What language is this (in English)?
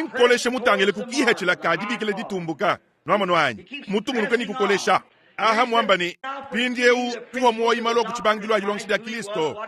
Luba-Lulua